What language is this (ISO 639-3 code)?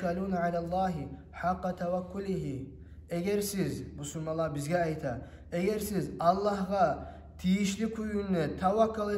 kum